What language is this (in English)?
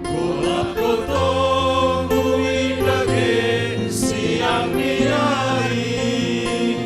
Batak Simalungun